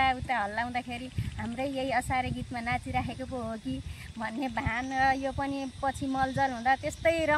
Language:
Nepali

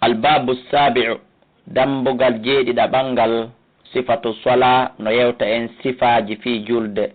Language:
Fula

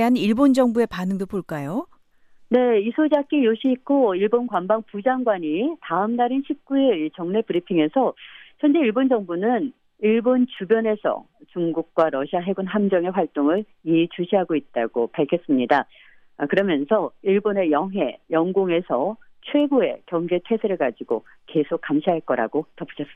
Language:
Korean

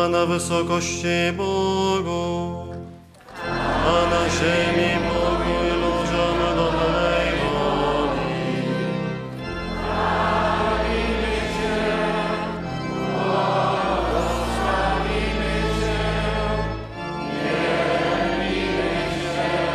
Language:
Polish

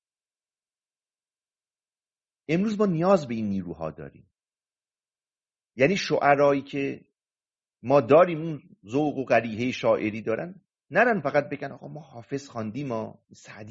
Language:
Persian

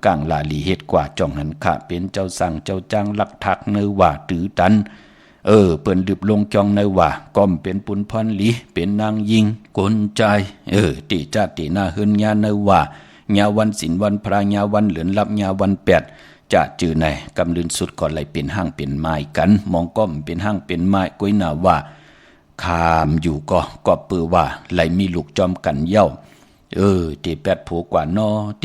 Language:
Shan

